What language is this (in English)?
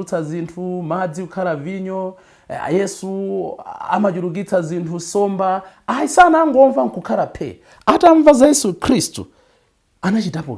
Nyanja